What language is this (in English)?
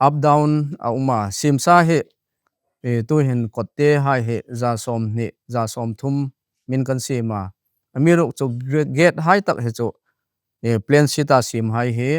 Hmar